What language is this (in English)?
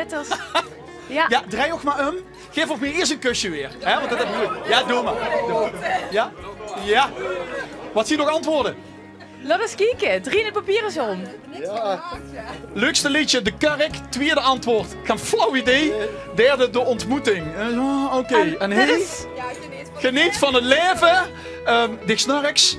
Limburgish